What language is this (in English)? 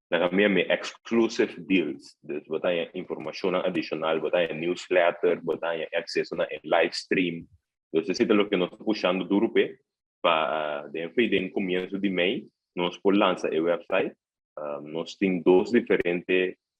Papiamento